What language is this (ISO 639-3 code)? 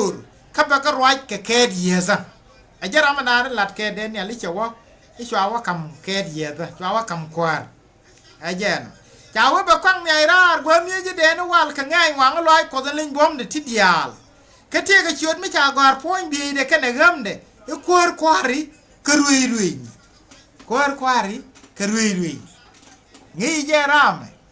nus